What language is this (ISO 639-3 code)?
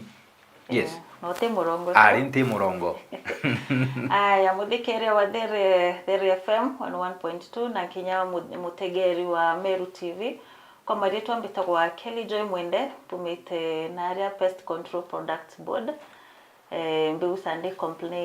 mer